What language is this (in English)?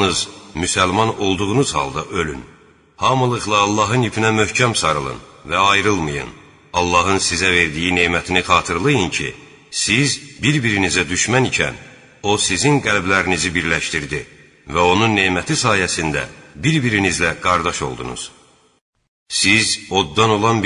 Azerbaijani